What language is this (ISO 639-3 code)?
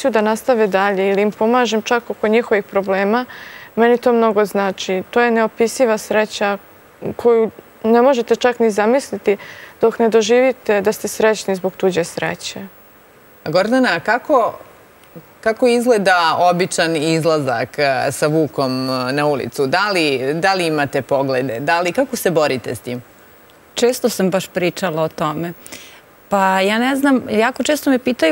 srp